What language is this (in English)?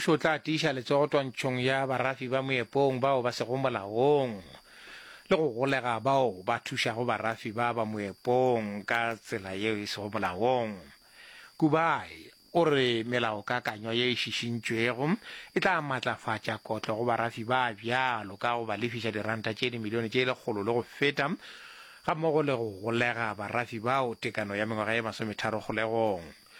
Northern Sotho